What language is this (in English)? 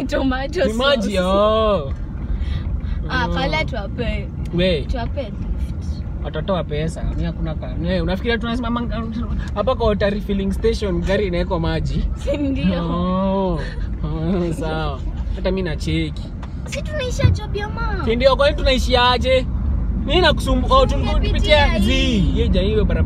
Swahili